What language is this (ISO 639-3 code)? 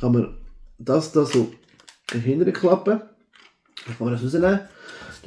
gsw